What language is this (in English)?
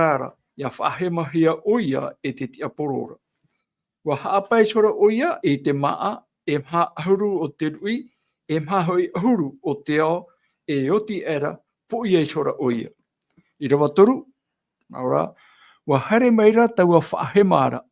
Tahitian